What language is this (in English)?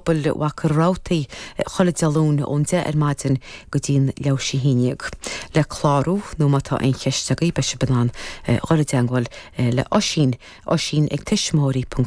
Irish